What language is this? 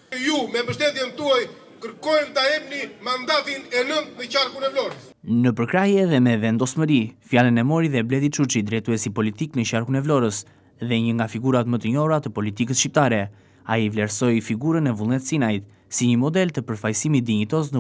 Albanian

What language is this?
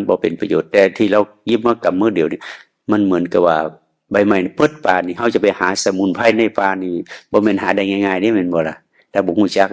Northeastern Thai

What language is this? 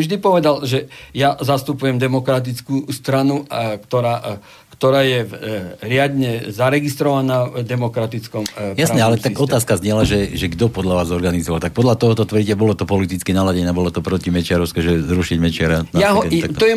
Slovak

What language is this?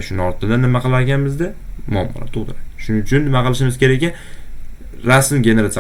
Uzbek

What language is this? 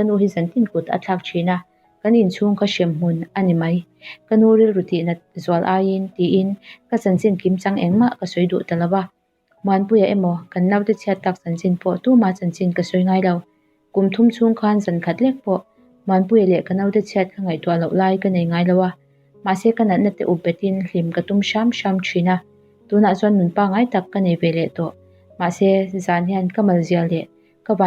Mizo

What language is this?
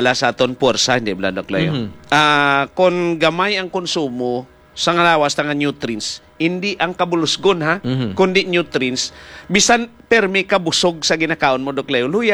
Hiligaynon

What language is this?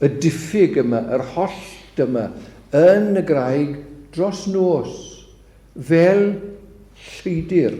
Welsh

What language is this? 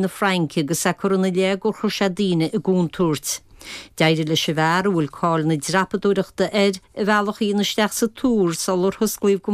Irish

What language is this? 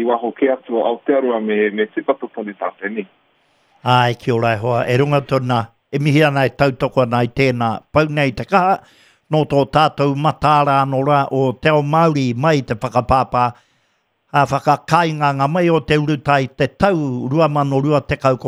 Māori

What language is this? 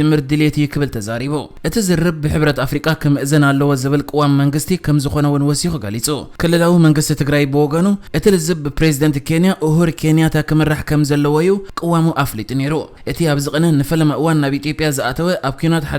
Tigrinya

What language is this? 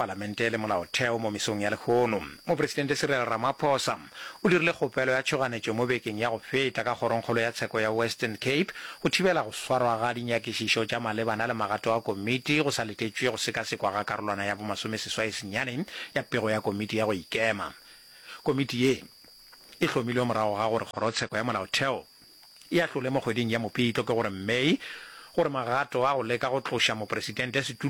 Northern Sotho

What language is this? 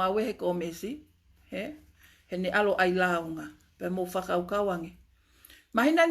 Tongan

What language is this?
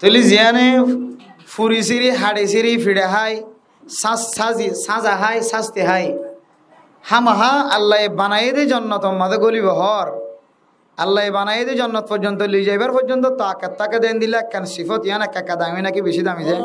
Rohingya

